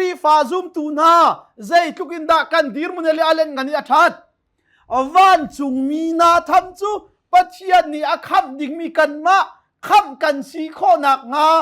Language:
Hakha Chin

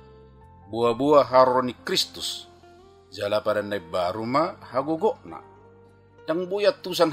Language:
Batak Toba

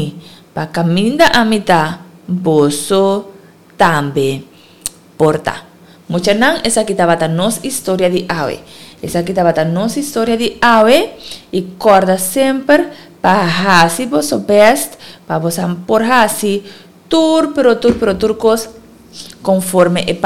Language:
Papiamento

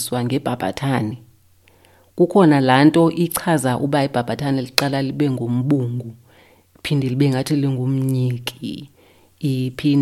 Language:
Xhosa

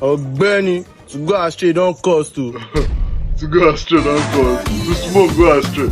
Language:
Nigerian Pidgin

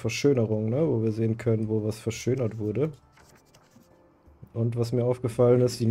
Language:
German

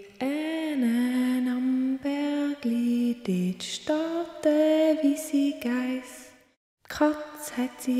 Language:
Swiss German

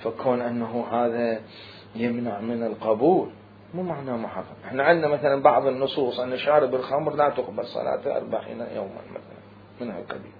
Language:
Mesopotamian Arabic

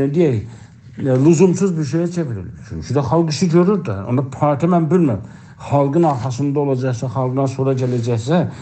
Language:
South Azerbaijani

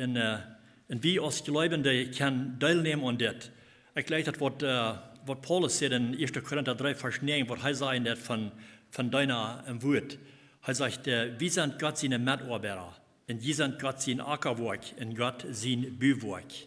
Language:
Plautdietsch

